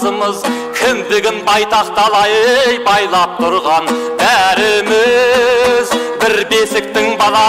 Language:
Kazakh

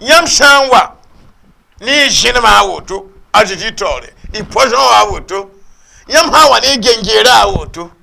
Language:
Mossi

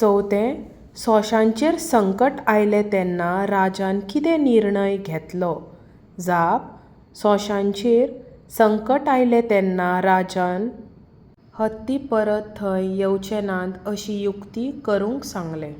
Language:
Konkani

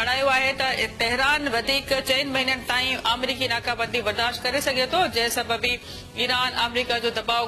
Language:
Sindhi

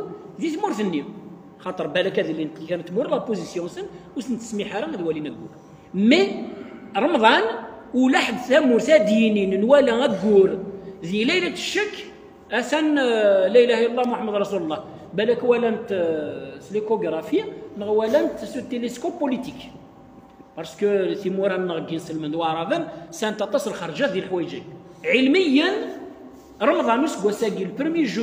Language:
Kabyle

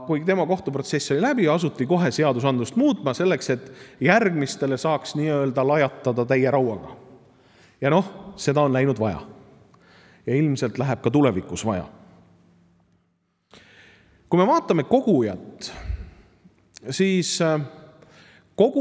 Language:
Estonian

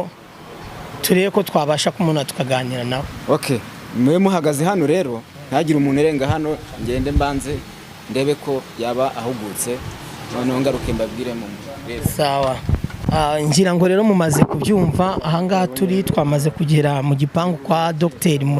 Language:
Kinyarwanda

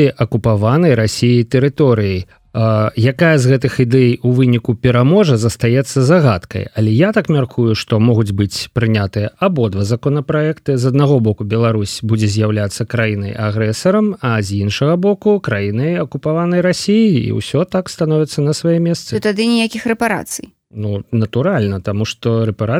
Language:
Belarusian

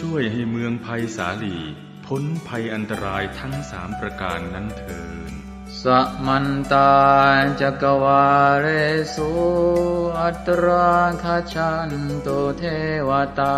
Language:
Pali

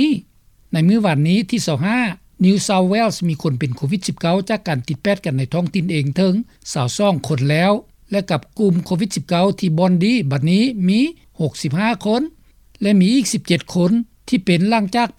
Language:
Lao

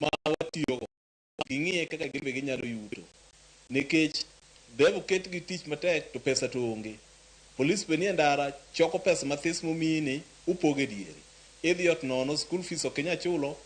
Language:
Luo (Kenya and Tanzania)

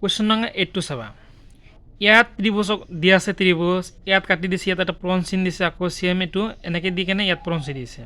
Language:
Assamese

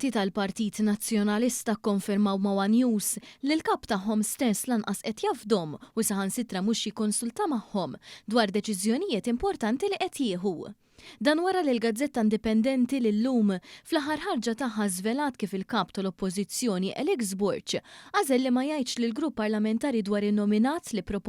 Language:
Maltese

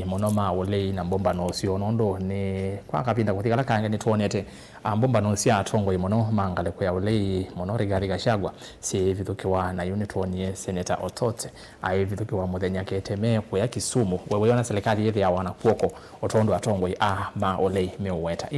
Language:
Kamba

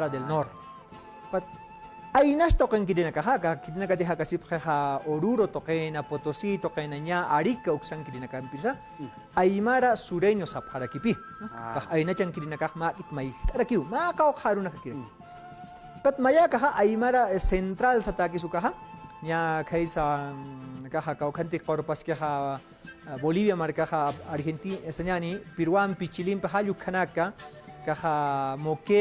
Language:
Aymara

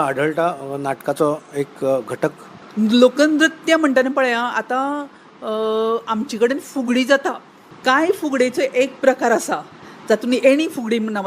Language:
Konkani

